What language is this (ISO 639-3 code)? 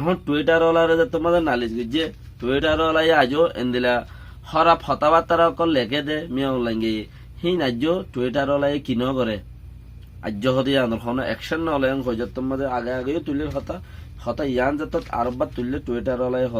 rhg